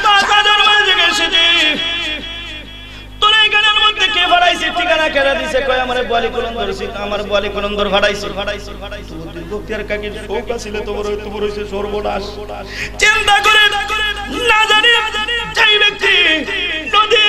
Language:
Bangla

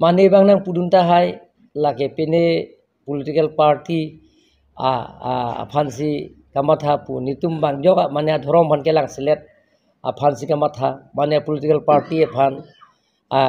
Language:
Karbi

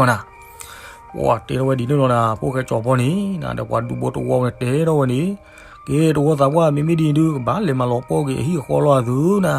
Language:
S'gaw Karen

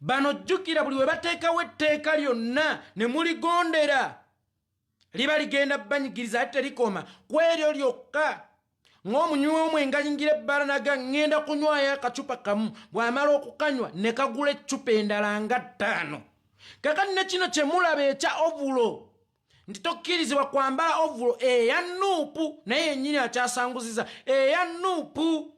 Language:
Ganda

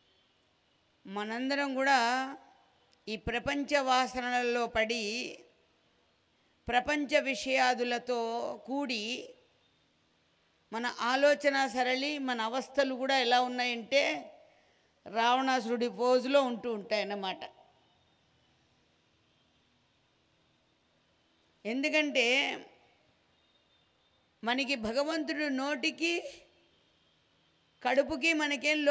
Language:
Telugu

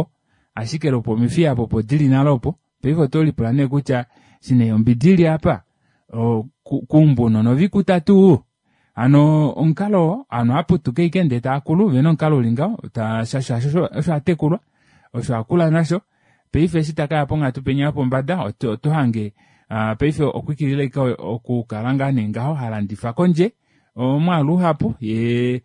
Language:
Kuanyama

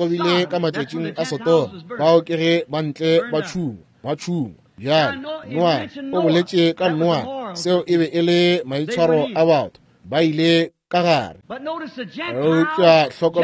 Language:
Northern Sotho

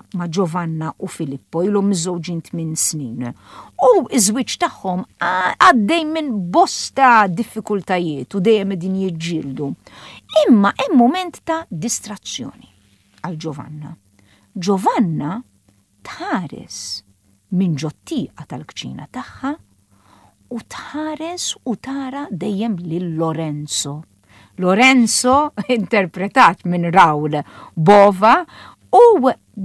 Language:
Maltese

